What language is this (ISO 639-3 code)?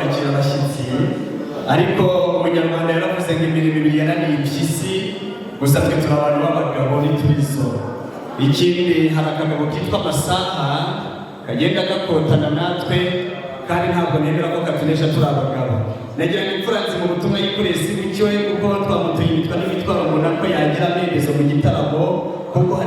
kin